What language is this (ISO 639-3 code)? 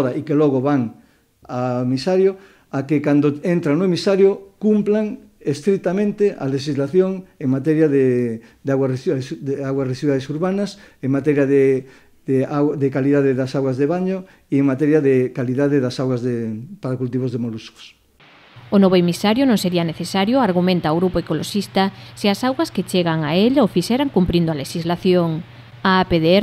glg